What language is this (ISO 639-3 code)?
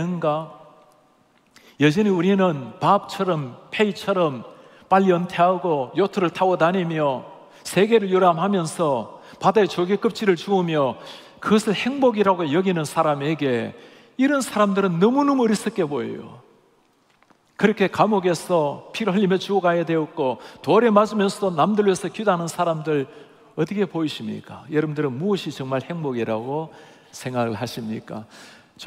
kor